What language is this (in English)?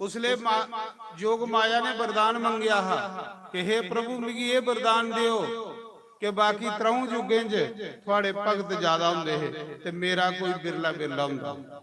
Dogri